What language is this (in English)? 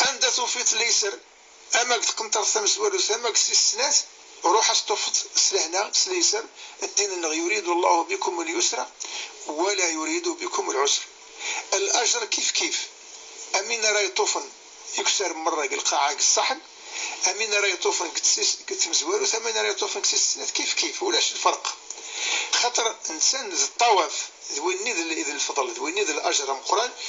Kabyle